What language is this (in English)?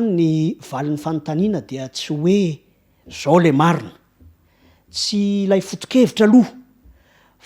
Malagasy